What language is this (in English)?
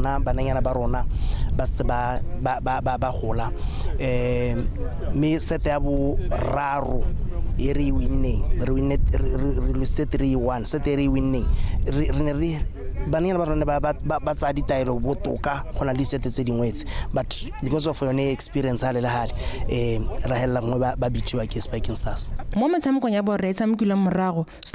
Tswana